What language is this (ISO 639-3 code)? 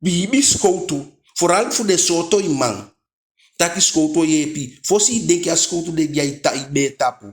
djk